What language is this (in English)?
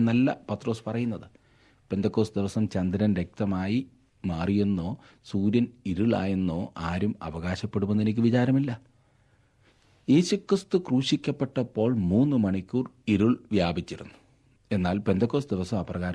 Malayalam